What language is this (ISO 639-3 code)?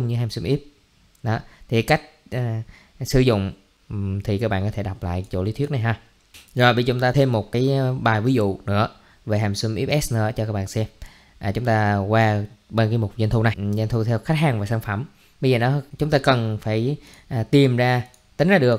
vie